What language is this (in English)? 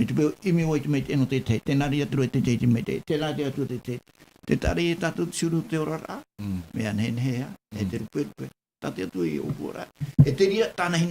Tahitian